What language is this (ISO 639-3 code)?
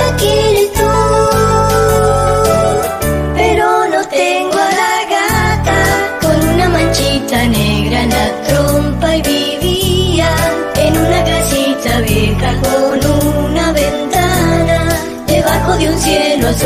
spa